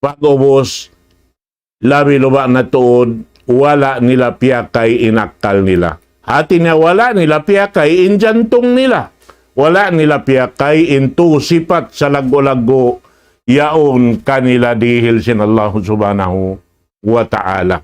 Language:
Tausug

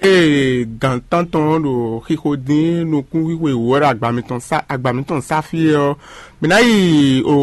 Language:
Fon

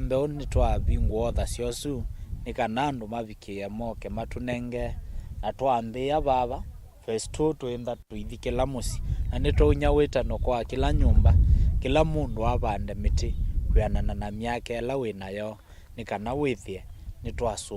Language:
Kamba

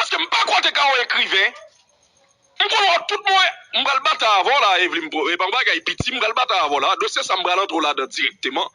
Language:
Haitian Creole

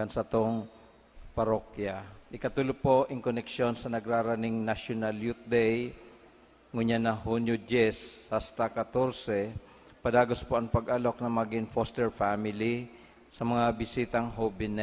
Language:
Bikol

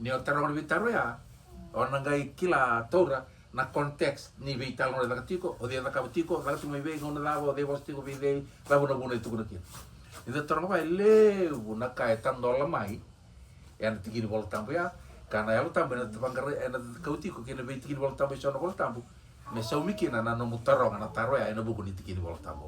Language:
Fijian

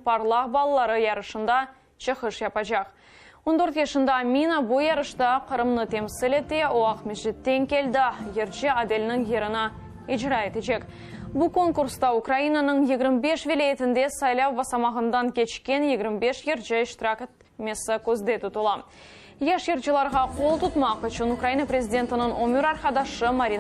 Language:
Crimean Tatar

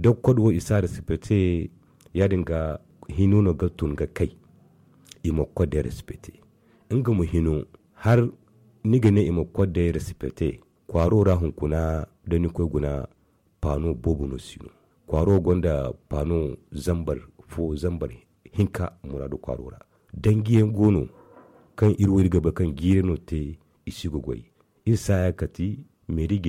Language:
Zarma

